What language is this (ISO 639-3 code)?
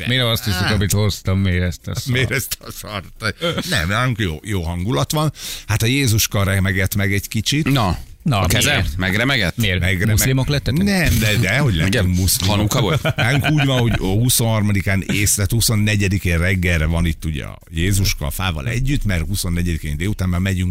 hun